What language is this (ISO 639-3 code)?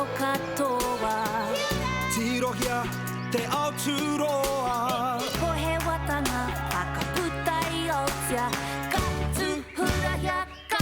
mri